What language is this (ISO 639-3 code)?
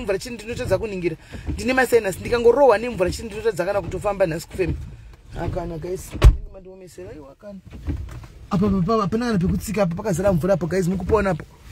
sna